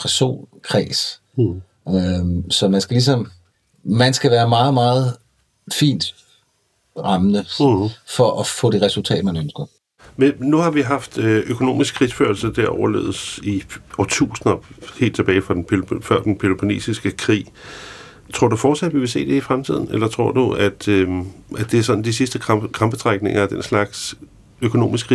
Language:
Danish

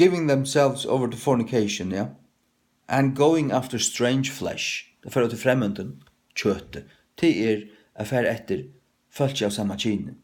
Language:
Faroese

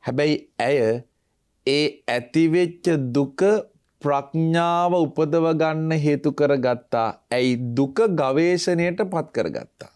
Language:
Sinhala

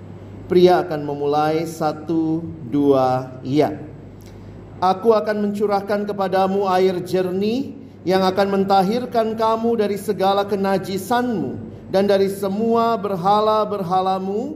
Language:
Indonesian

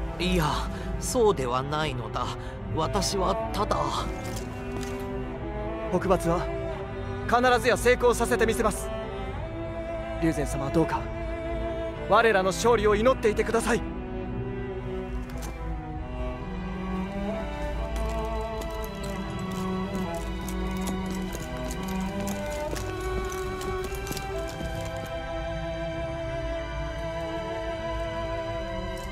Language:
Japanese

